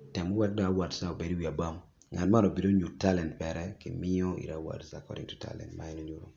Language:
Acoli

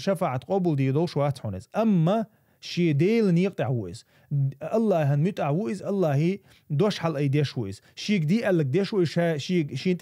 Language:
Chechen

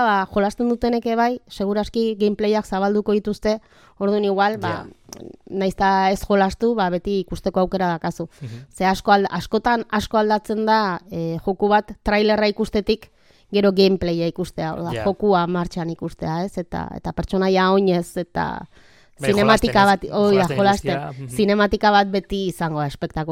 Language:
Basque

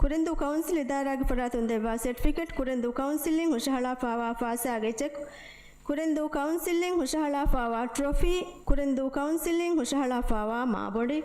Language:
Divehi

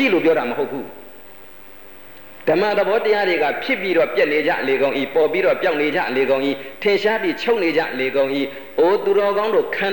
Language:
Burmese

